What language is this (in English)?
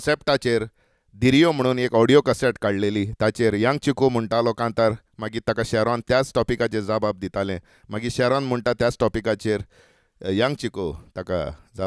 Konkani